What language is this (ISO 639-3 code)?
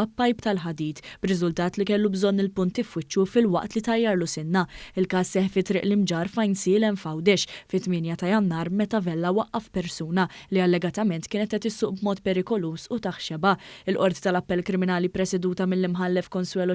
mlt